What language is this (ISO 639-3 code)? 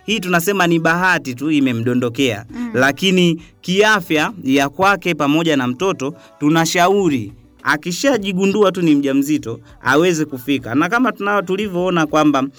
swa